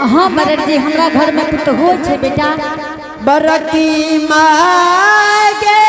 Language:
Angika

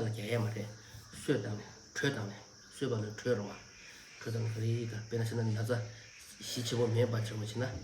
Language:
Tibetan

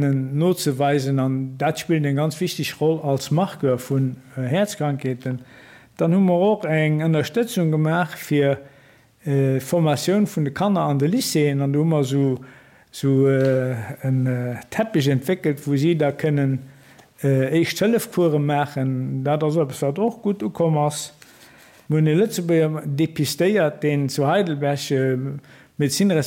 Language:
Luxembourgish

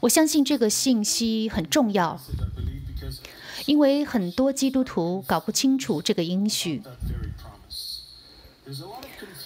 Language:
Chinese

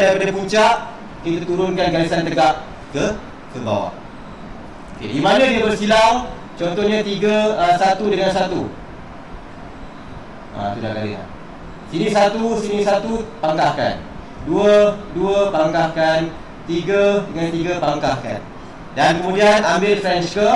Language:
Malay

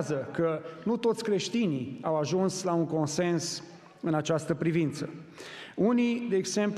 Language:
Romanian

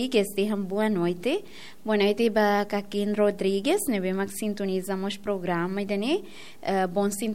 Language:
Tetum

